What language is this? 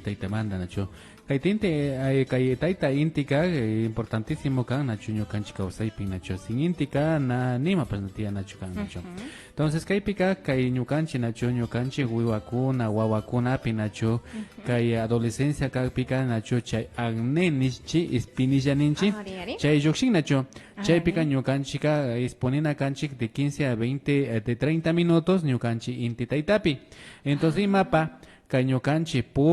Imbabura Highland Quichua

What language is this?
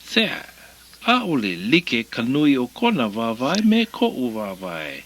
Hawaiian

